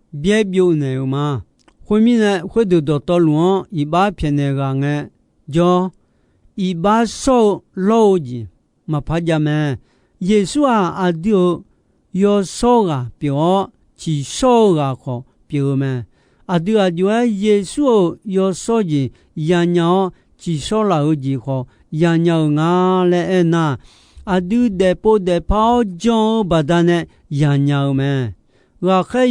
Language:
Akha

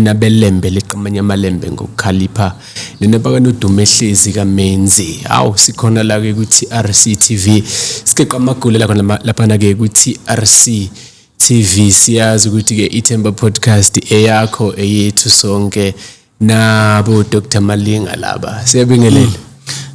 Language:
Zulu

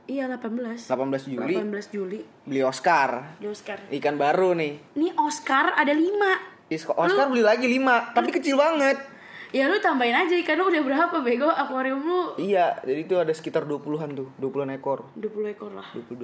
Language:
Indonesian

